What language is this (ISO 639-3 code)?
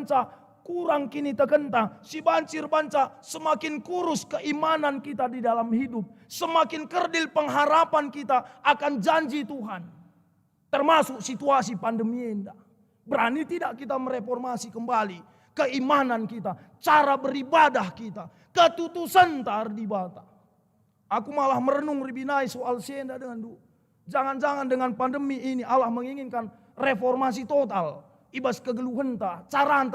btx